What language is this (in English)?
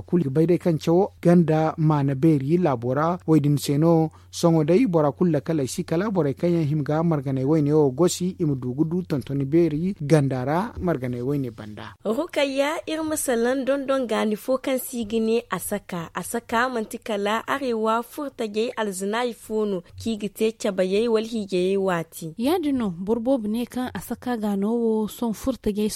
Zarma